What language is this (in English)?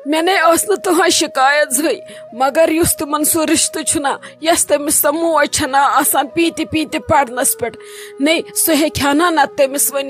Kashmiri